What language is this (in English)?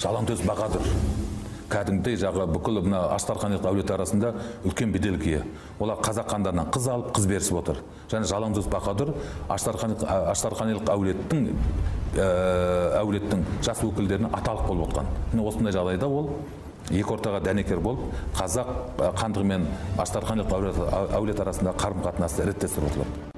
Kazakh